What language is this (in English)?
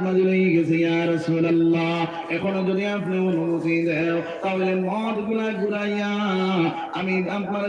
Sylheti